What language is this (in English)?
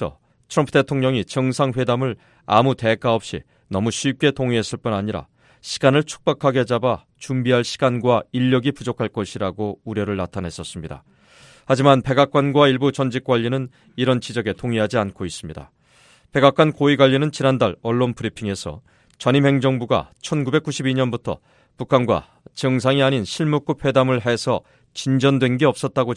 Korean